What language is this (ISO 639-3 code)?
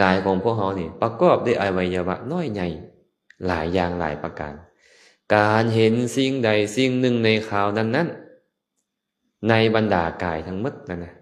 lao